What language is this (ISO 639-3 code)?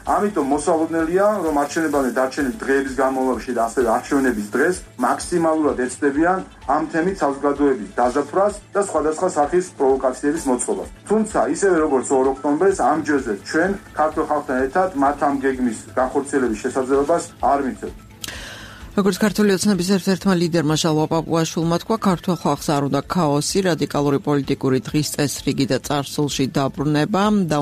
kat